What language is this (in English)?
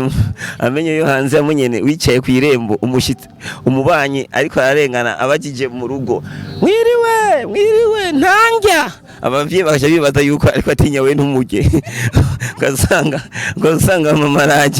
Rundi